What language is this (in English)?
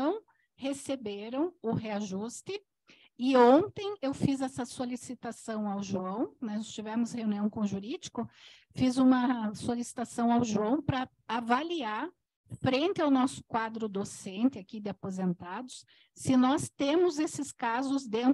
Portuguese